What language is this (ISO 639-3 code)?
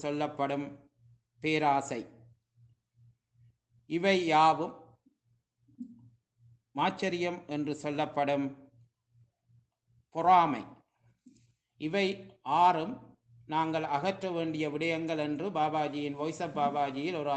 tam